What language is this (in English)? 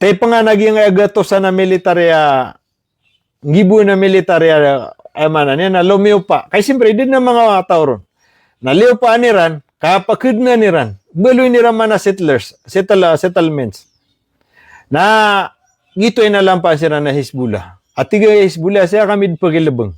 Maranao